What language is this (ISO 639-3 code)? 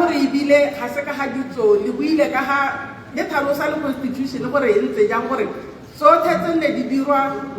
tsn